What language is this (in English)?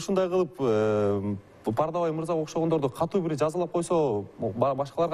Kyrgyz